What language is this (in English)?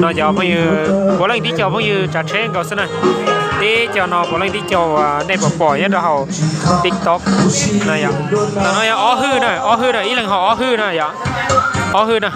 Hmong